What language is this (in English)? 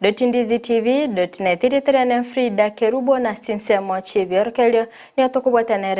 Gusii